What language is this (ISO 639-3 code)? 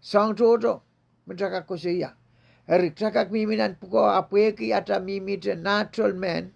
pon